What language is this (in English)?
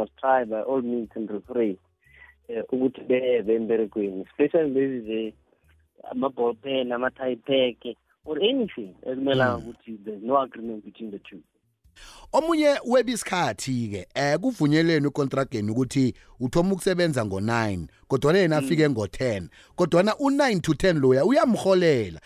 South Ndebele